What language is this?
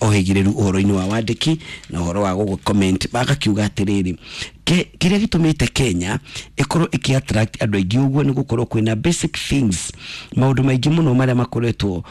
Kikuyu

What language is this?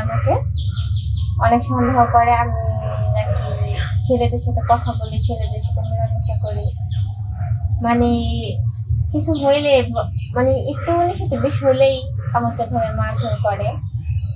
Bangla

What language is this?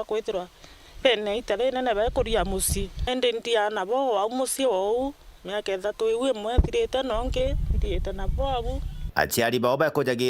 Meru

